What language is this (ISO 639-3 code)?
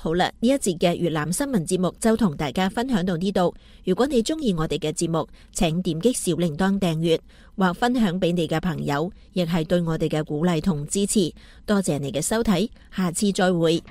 yue